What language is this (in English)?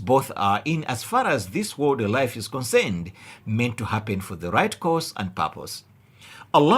English